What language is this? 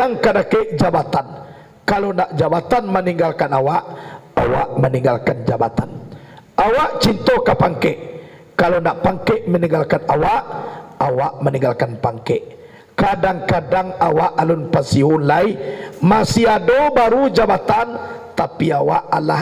Minangkabau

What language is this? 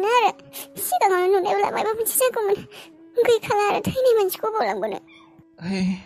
Bodo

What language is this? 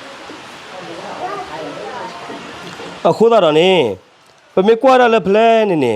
S'gaw Karen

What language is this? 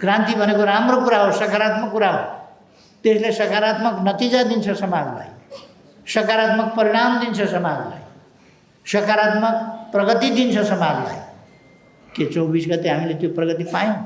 Nepali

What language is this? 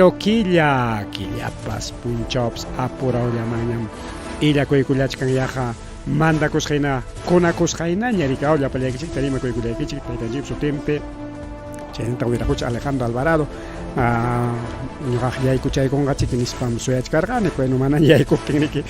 Ayacucho Quechua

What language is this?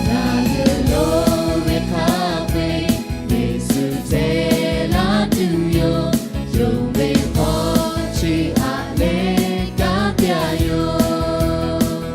Lahu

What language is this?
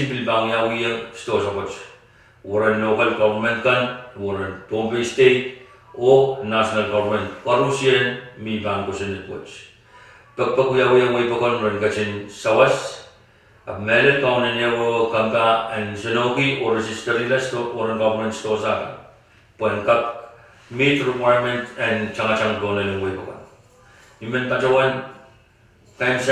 Pohnpeian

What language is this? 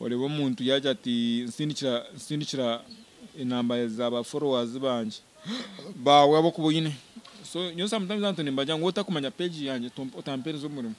Nyankole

